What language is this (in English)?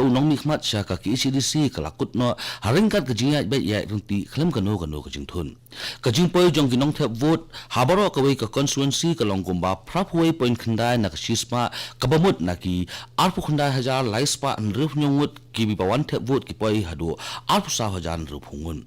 Khasi